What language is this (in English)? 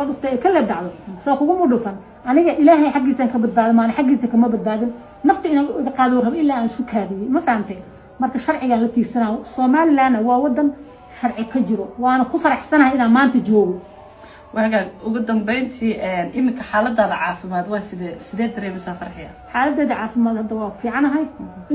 Somali